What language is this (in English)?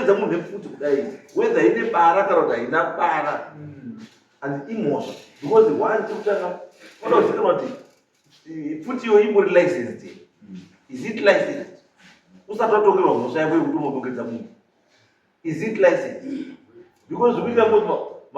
Shona